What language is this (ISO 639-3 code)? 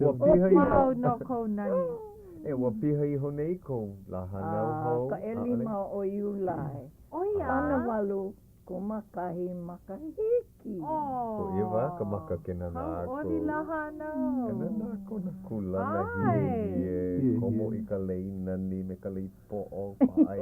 haw